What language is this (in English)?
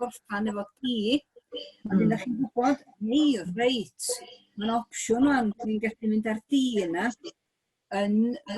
Welsh